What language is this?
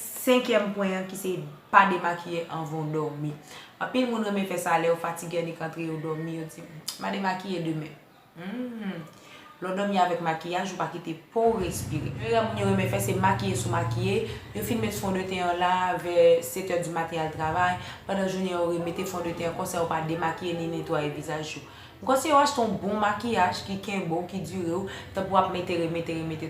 Haitian Creole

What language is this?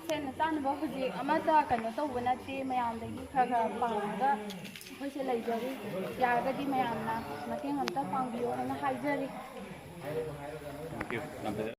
Manipuri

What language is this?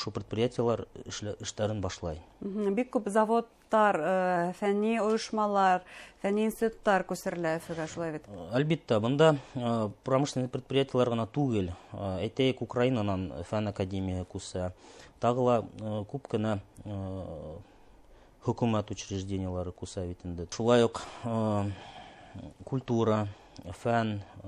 Bashkir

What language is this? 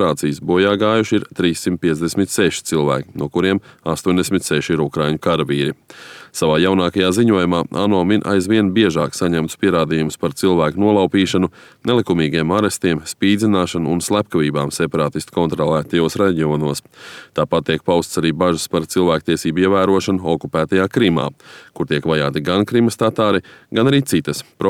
Latvian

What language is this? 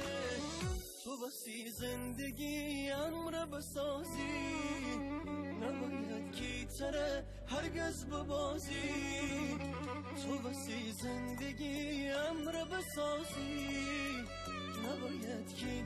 Gilaki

